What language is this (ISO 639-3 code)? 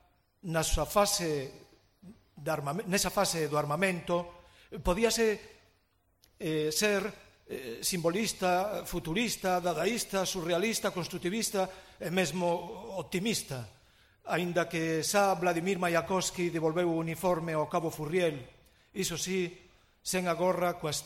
glg